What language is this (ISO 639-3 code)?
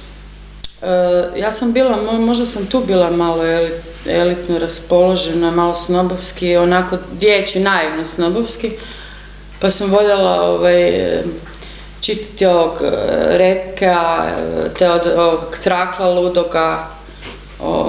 hrv